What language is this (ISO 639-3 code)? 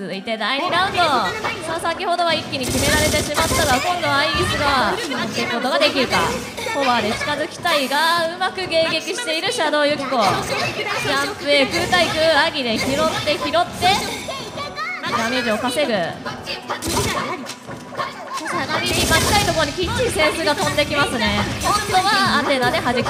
jpn